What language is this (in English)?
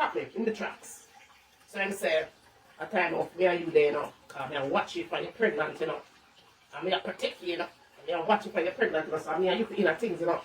Jamaican Creole English